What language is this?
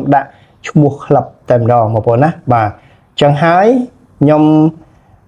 Khmer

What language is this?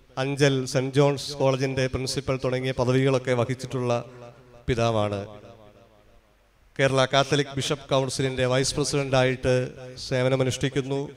Malayalam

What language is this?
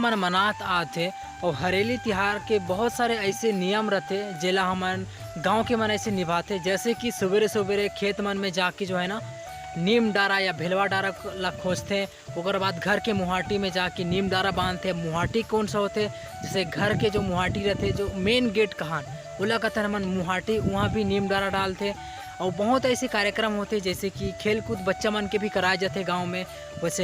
Chhattisgarhi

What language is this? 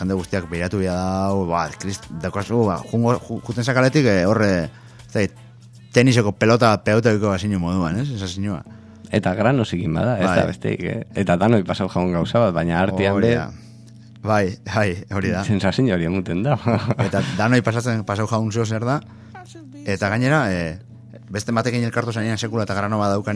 Basque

